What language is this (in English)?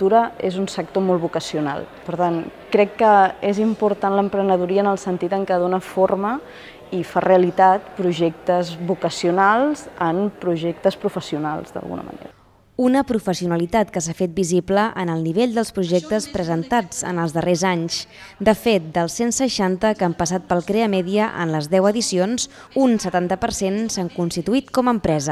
Catalan